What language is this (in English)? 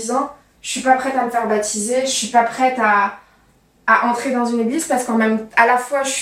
French